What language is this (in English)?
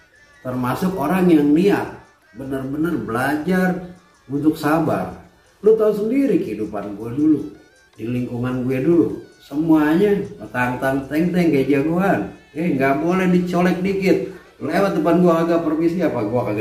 Betawi